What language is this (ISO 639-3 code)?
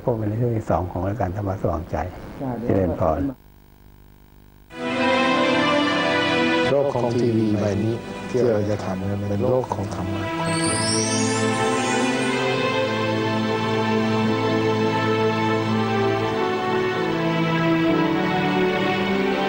tha